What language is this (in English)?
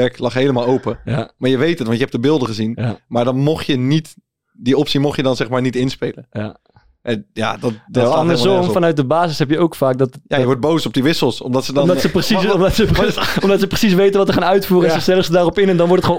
Dutch